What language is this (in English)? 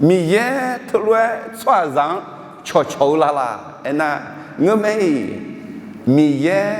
Akha